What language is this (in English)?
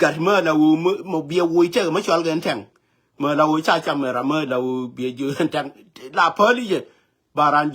Nuer